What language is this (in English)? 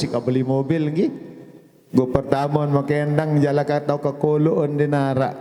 Sasak